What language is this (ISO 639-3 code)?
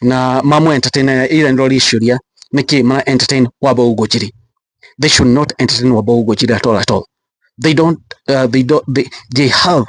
kik